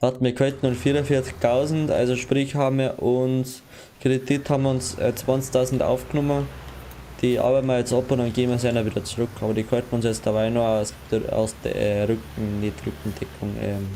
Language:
Bavarian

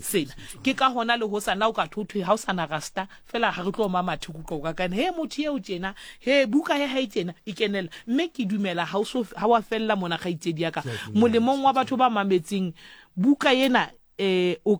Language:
Southern Sotho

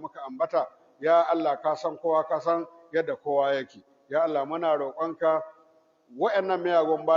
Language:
Hausa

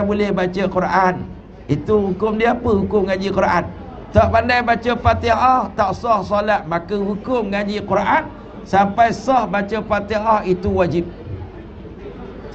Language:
Malay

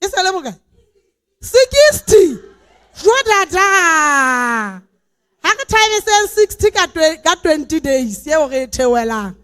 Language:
Southern Sotho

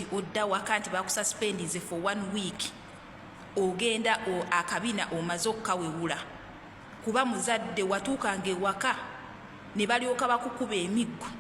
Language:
Ganda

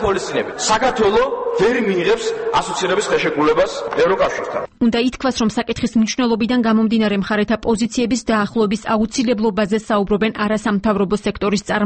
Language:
Georgian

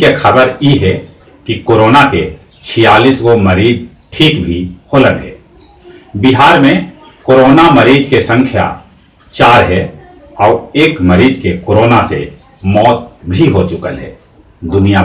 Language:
Magahi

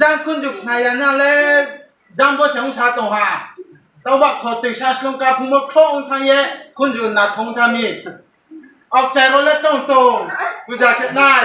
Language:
Riang (India)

